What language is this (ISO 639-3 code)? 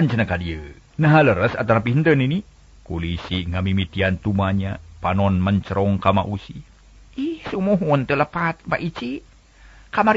sun